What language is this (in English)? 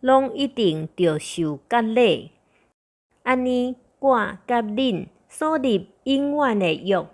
Min Nan Chinese